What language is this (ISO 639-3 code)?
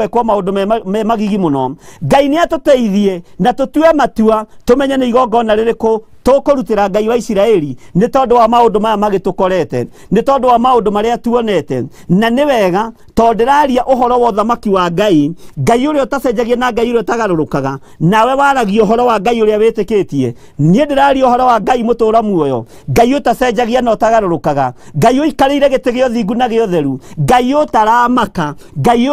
kik